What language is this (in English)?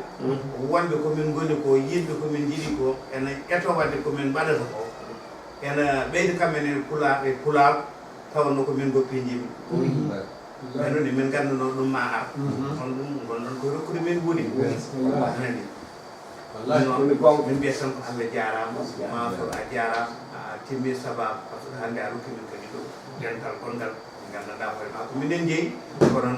Fula